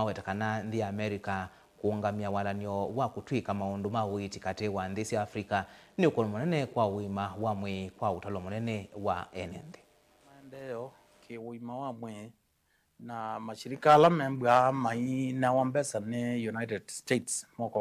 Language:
Kamba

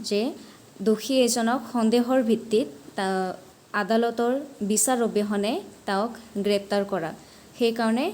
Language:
Assamese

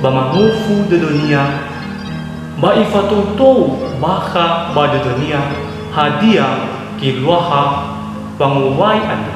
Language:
Nias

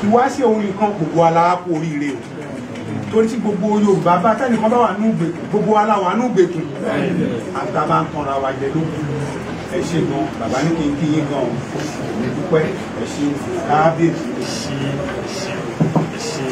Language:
Yoruba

